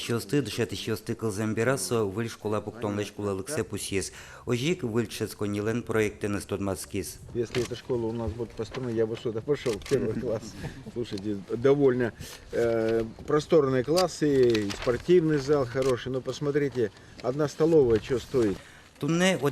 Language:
Udmurt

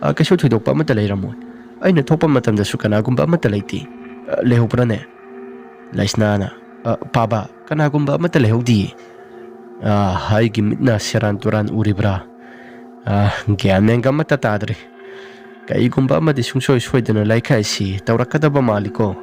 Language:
Manipuri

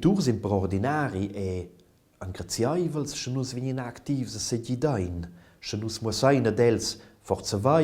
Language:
Romansh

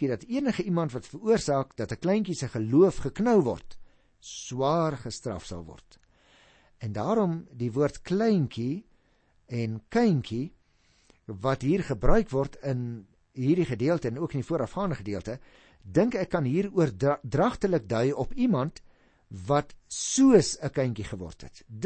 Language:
Afrikaans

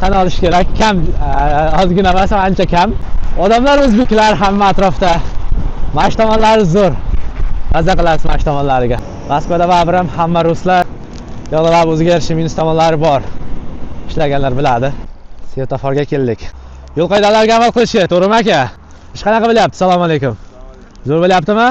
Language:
Uzbek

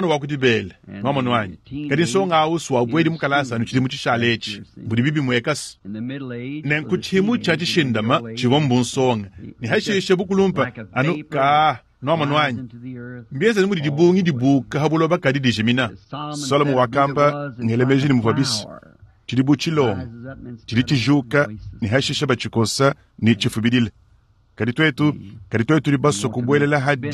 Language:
Luba-Lulua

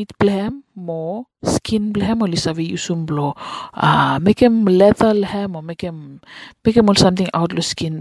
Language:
Bislama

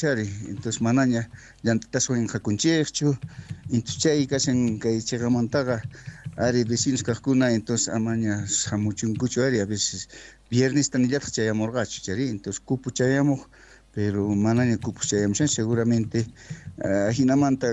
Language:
South Bolivian Quechua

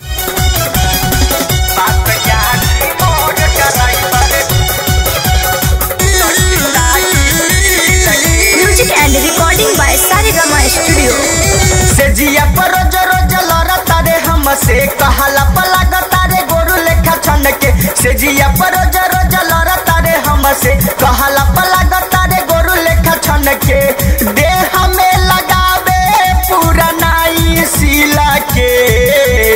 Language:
Bhojpuri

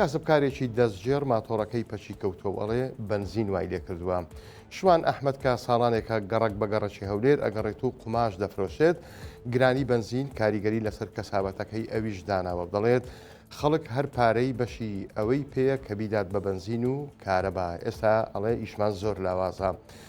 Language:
Central Kurdish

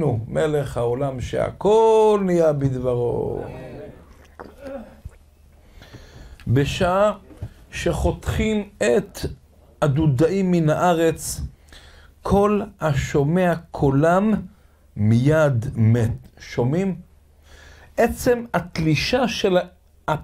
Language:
Hebrew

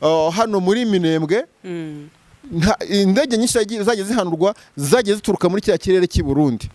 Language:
Kinyarwanda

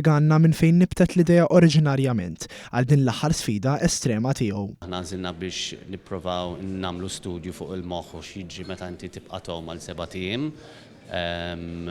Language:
Maltese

